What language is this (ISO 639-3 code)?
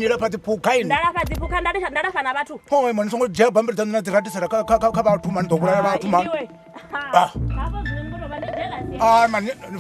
ven